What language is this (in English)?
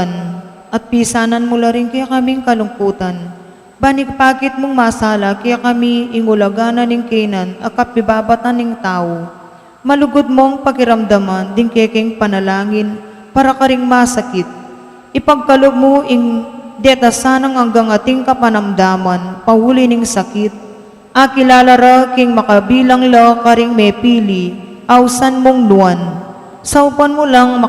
Pampanga